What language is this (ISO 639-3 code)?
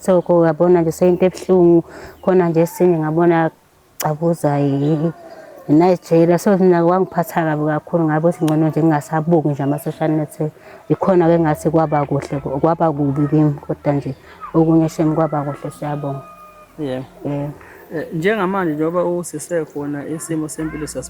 zul